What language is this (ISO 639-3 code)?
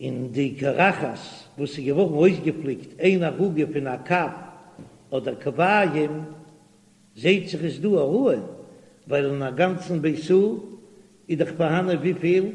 yid